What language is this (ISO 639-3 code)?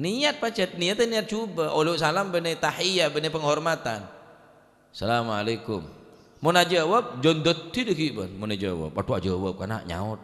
mad